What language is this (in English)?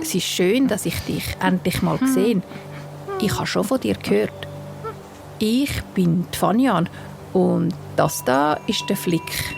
Swiss German